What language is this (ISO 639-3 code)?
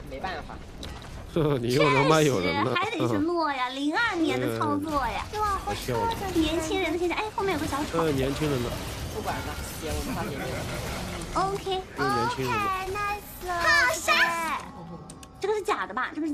zho